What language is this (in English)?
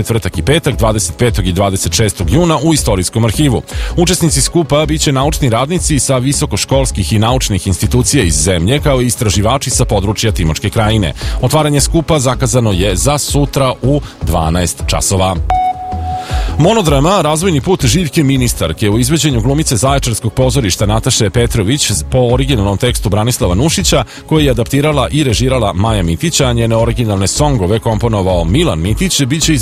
Serbian